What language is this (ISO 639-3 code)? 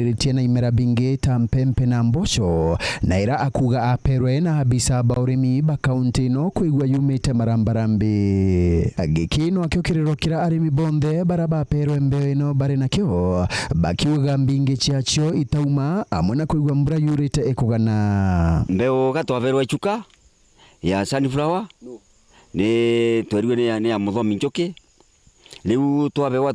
mer